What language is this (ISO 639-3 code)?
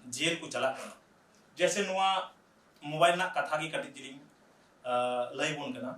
sat